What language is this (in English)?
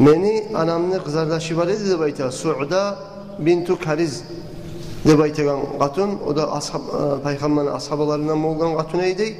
Kumyk